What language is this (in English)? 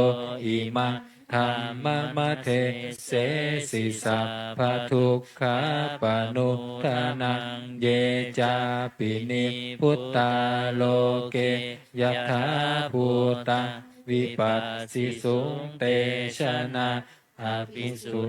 Pali